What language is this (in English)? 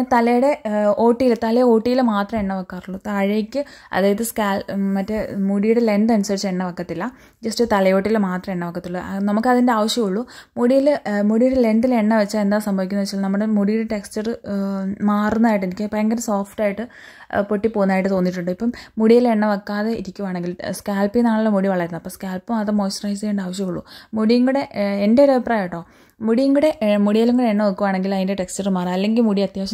Malayalam